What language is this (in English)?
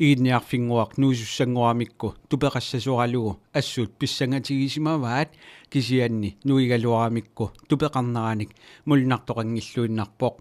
Kalaallisut